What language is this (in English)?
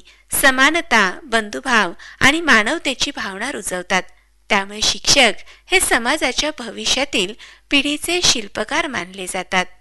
Marathi